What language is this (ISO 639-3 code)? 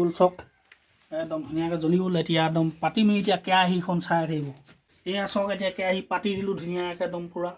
asm